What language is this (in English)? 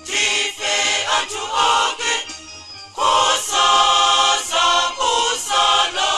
Nyanja